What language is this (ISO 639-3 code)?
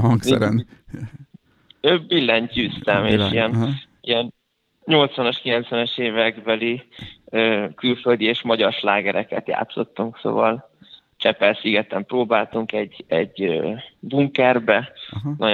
hun